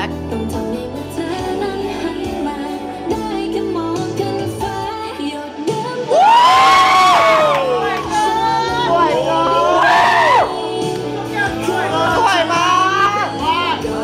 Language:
Thai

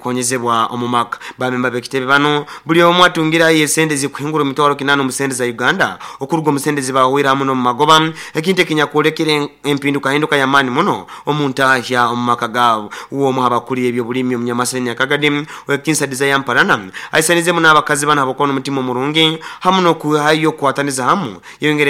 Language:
Nyoro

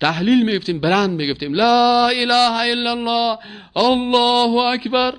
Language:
Persian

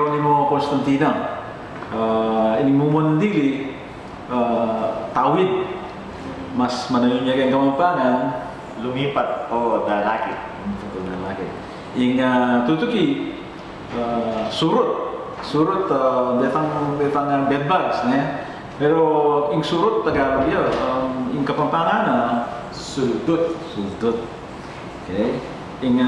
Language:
Pampanga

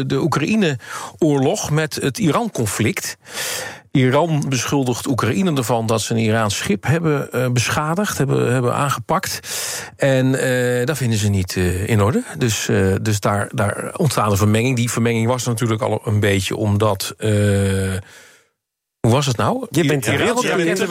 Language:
Dutch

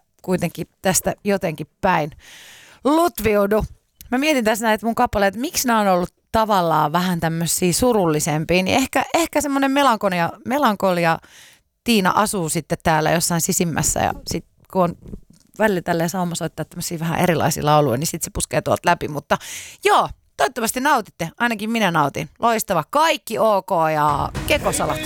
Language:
Finnish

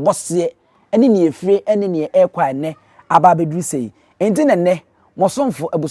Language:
Akan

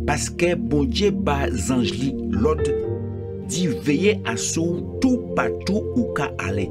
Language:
Guadeloupean Creole French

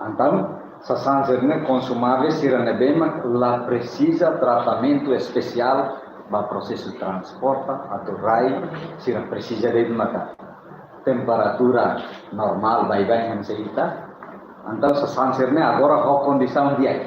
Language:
Tetum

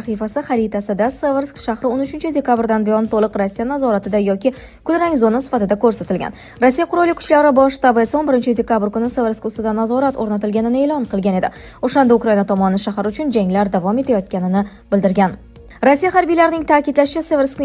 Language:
Uzbek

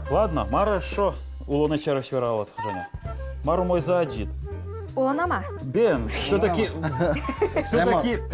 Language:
Udmurt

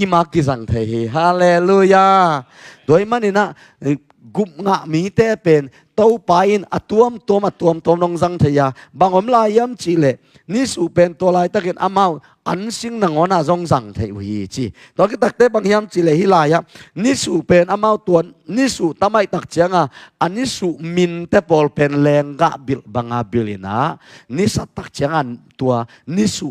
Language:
Tedim Chin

